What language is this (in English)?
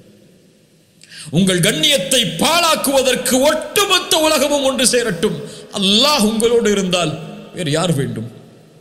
Tamil